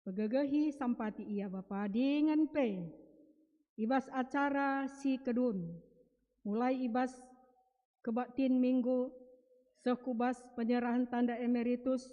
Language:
Batak Karo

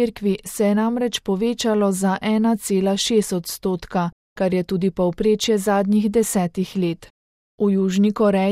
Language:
Slovenian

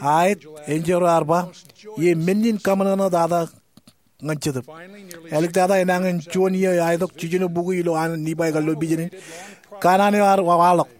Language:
Marshallese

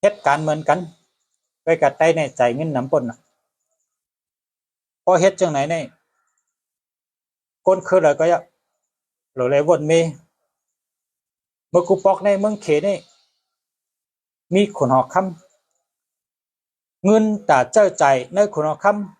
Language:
Shan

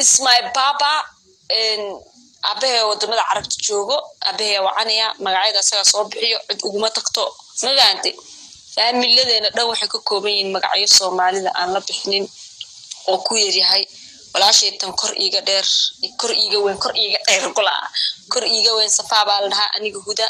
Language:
Somali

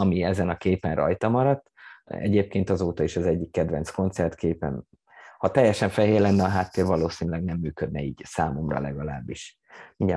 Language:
Hungarian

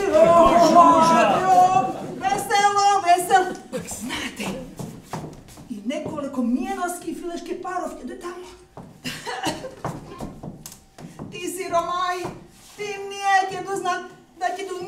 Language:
Croatian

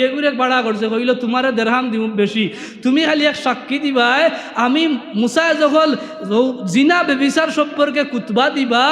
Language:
Sylheti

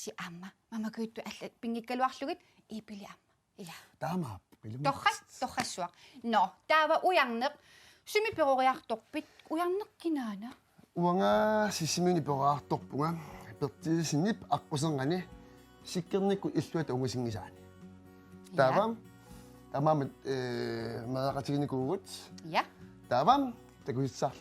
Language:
Kalaallisut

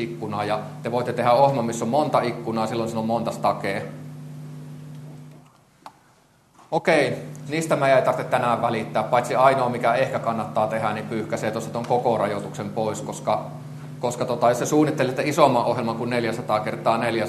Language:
Finnish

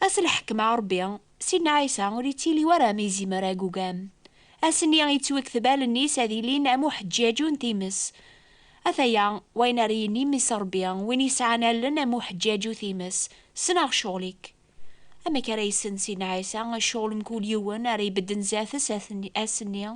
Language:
Kabyle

